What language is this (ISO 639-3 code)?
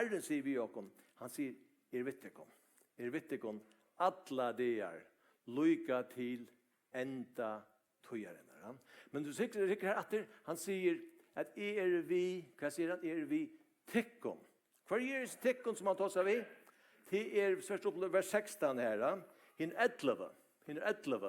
fao